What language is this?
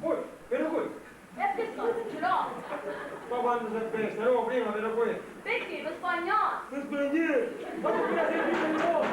Sicilian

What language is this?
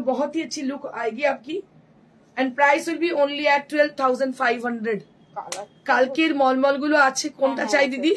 Bangla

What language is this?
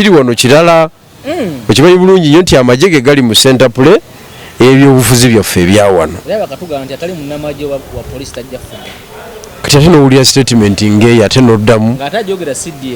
Ganda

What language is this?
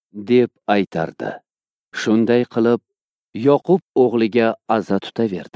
Uzbek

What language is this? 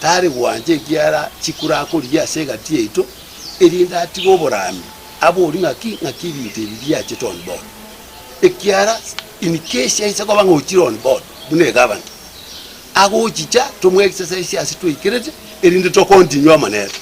Gusii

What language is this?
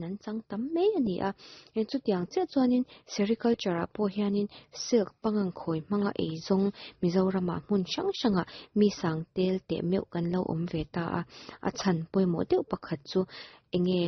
Mizo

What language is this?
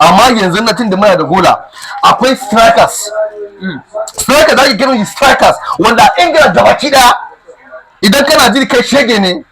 Hausa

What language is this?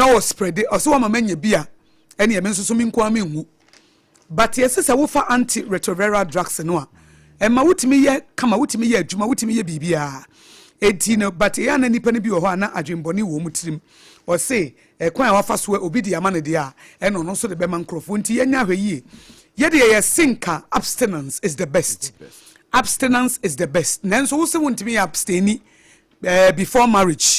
Akan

